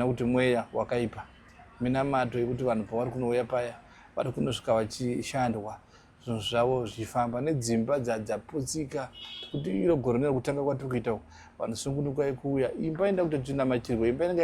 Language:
Shona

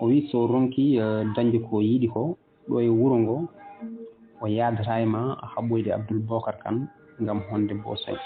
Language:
Fula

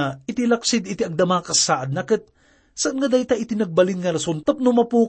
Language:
Iloko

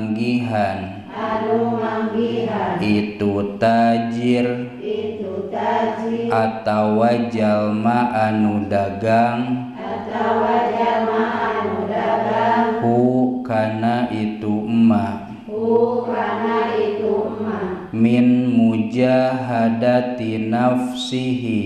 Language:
Sundanese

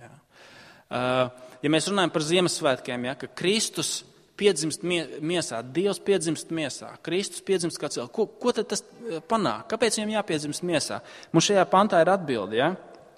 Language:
Latvian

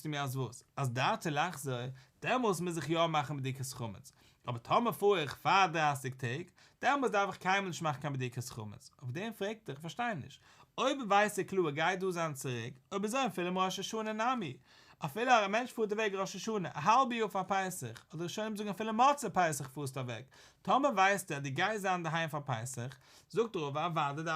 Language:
Yiddish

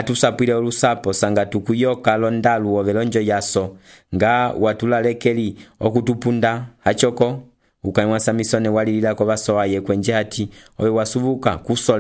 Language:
Umbundu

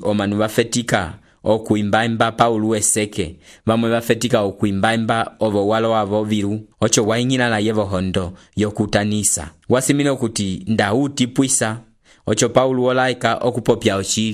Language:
Umbundu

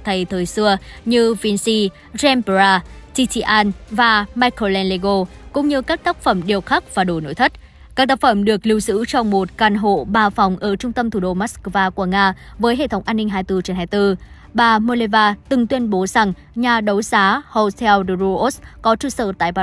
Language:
Vietnamese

